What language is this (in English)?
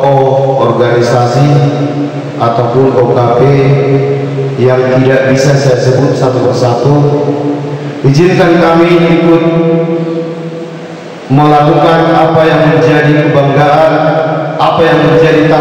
Indonesian